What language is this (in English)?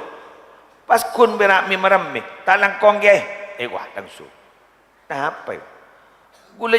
Madurese